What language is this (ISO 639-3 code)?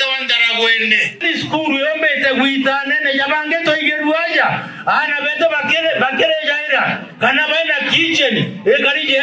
mer